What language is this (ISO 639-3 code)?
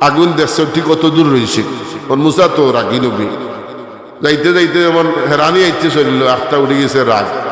syl